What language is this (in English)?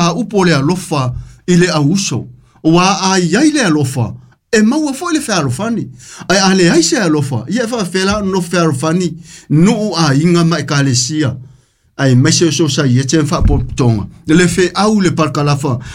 Samoan